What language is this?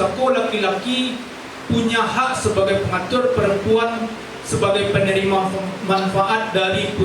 Minangkabau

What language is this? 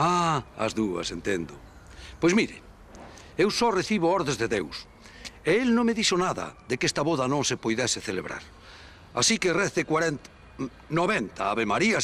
Galician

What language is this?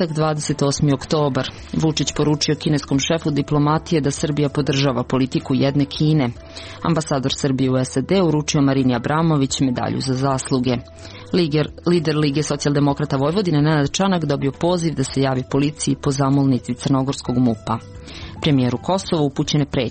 Serbian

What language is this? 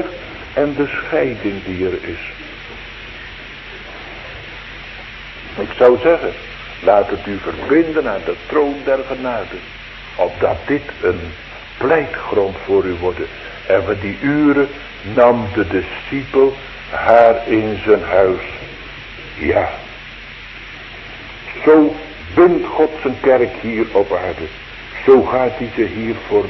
Dutch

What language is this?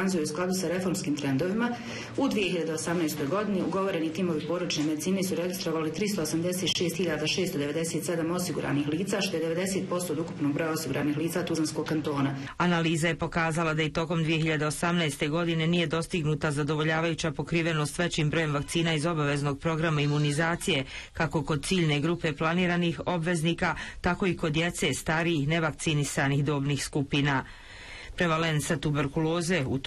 Bosnian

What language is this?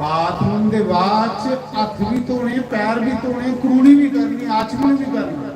Dogri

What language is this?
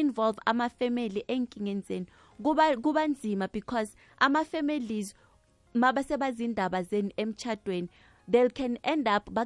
South Ndebele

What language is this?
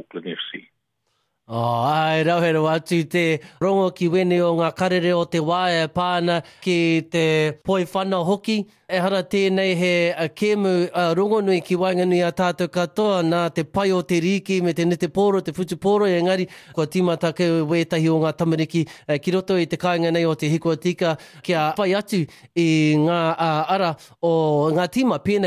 Māori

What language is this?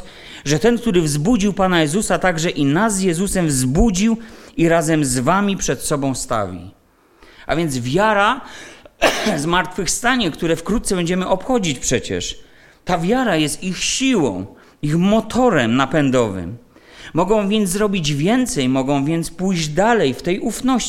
Polish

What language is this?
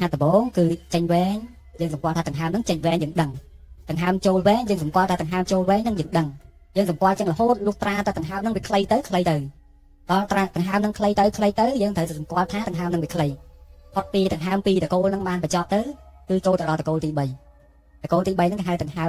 Khmer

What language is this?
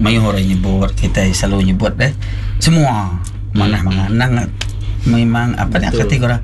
Iban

